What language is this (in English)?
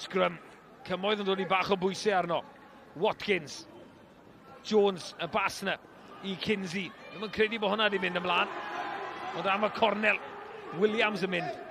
Welsh